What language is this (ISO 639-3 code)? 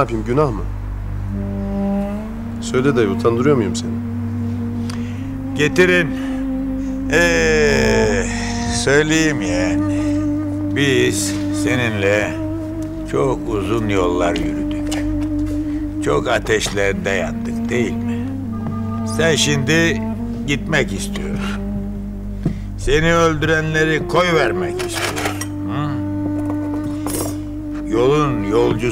tur